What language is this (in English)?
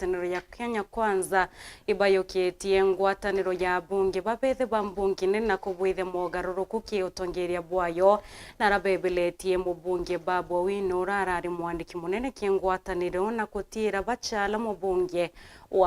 Meru